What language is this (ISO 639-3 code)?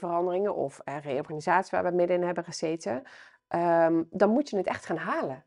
nld